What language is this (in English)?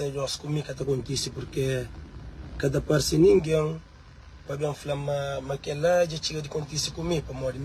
Kabuverdianu